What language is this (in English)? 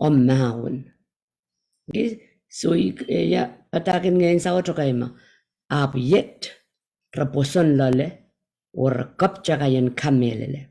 Pohnpeian